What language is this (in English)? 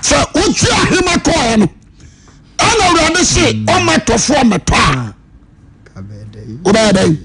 Akan